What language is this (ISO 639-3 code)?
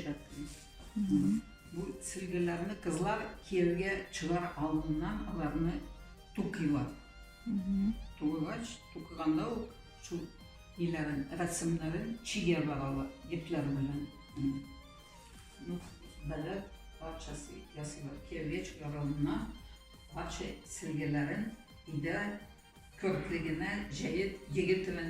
tat